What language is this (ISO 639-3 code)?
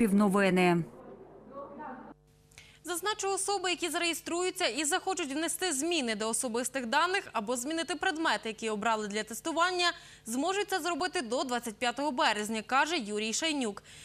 ukr